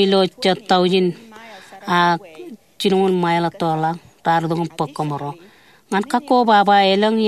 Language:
Marshallese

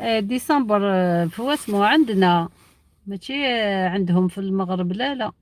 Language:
Algerian Arabic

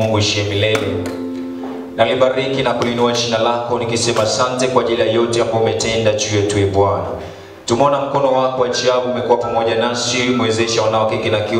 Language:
Swahili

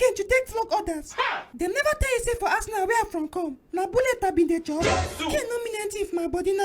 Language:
Nigerian Pidgin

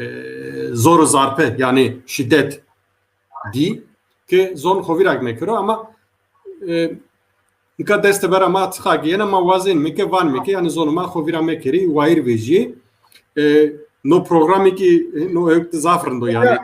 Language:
Zaza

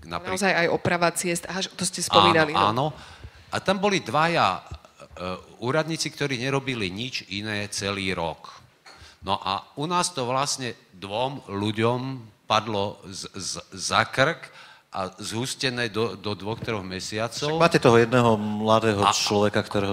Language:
Slovak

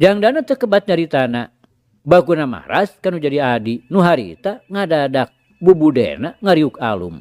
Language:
Sundanese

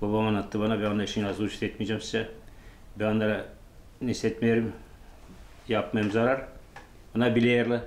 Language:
Gagauz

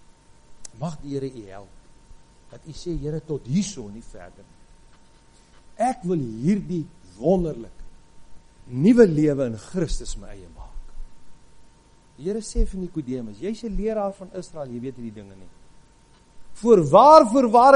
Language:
Afrikaans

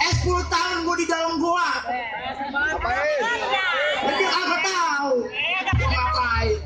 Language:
Betawi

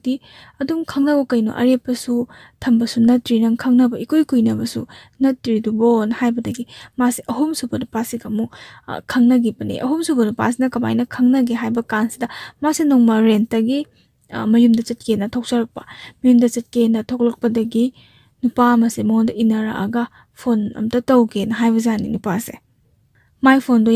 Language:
Manipuri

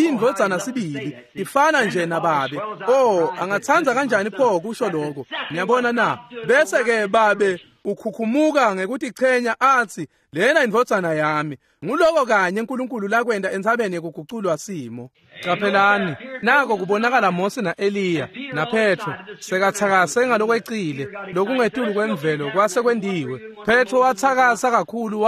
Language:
Swati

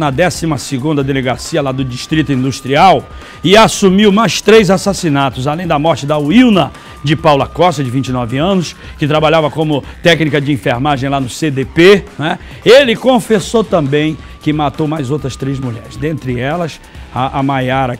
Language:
Portuguese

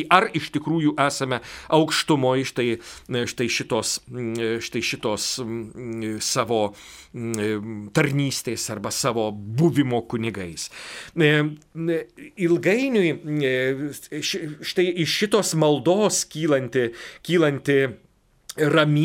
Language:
Lithuanian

